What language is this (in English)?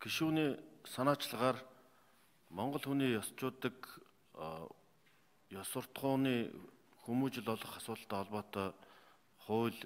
Mongolian